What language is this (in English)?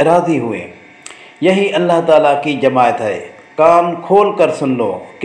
Urdu